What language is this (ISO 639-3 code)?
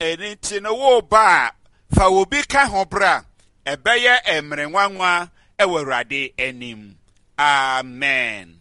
aka